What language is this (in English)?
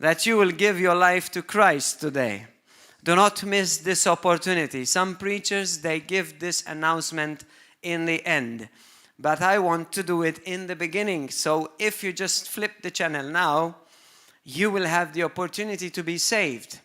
English